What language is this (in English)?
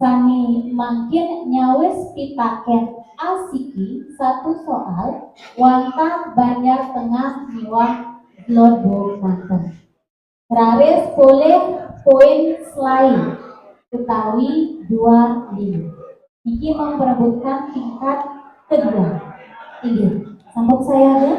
Balinese